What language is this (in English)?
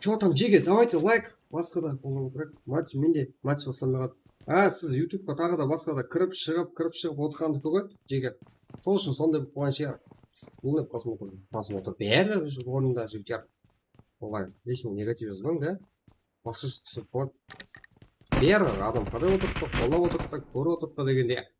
Kara-Kalpak